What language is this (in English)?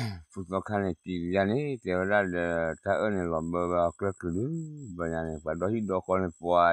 S'gaw Karen